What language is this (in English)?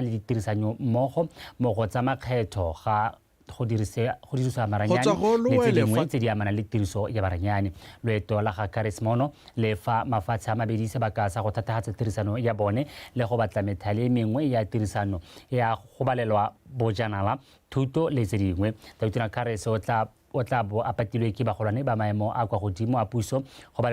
Tswana